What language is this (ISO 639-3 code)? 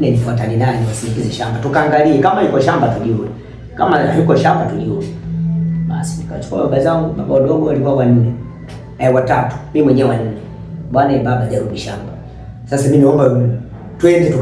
swa